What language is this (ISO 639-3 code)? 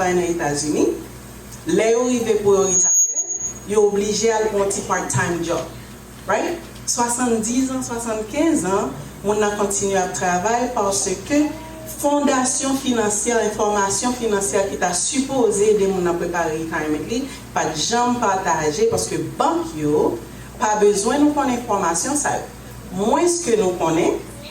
hat